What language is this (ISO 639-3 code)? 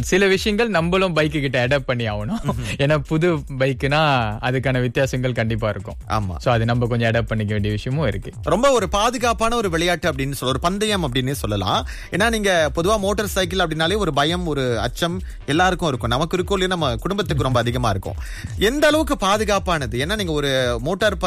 tam